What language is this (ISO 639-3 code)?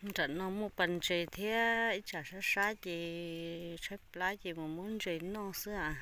hmn